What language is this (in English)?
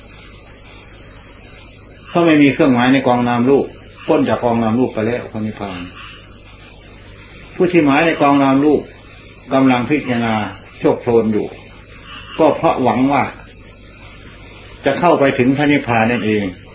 Thai